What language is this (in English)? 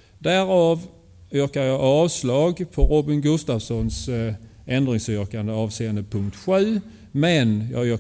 Swedish